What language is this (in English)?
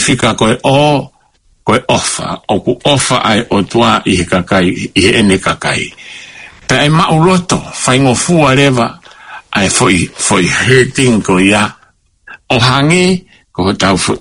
Tongan